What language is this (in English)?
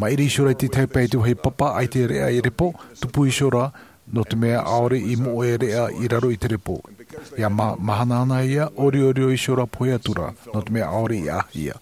Tahitian